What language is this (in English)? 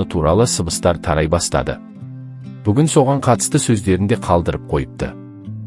Kazakh